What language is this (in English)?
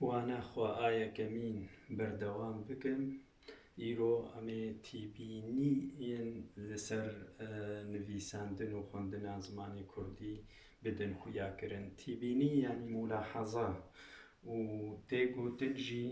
Kurdish